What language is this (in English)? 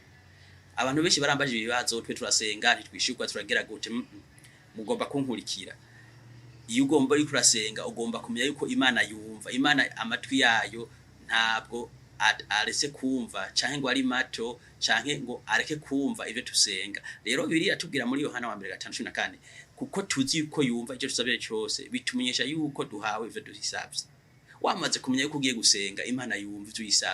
Rundi